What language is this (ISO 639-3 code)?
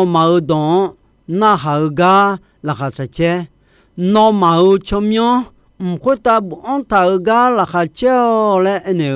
ahk